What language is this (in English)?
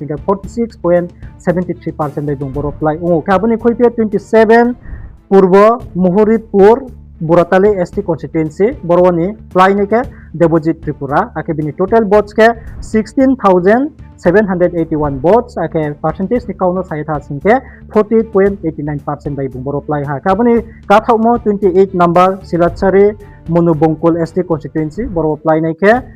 Riang (India)